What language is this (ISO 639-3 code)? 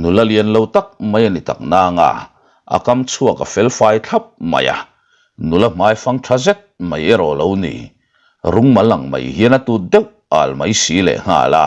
lus